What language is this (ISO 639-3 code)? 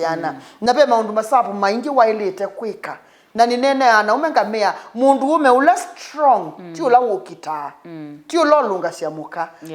kam